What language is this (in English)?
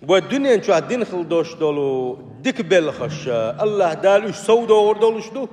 Chechen